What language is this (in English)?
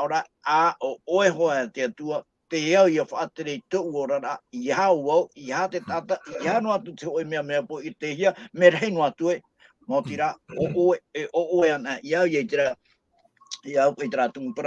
Tahitian